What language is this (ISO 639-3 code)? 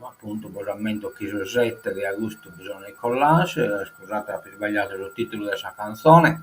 srd